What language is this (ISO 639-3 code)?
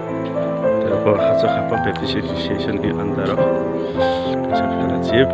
trp